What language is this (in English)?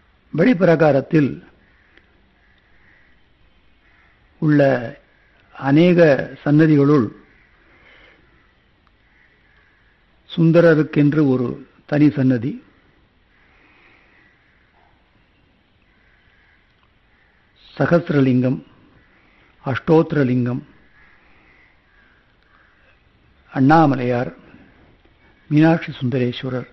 Tamil